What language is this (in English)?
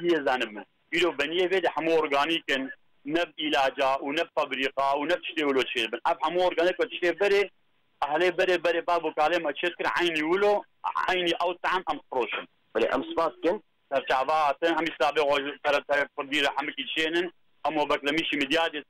Kurdish